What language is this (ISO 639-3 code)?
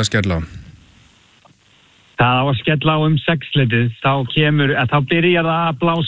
isl